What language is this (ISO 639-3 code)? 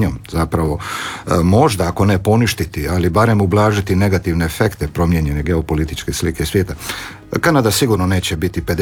hrv